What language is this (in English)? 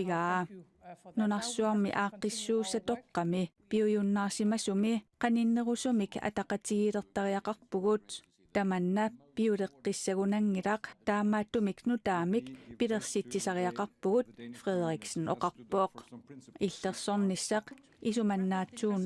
Kalaallisut